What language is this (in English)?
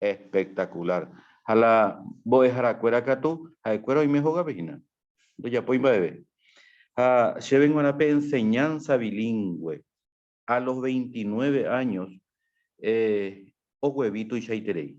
Guarani